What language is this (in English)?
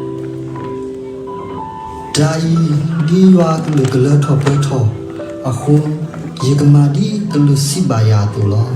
S'gaw Karen